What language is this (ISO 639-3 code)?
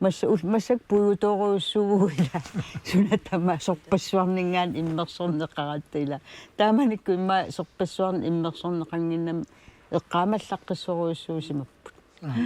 kal